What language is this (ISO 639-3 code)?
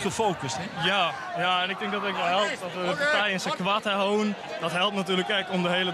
fry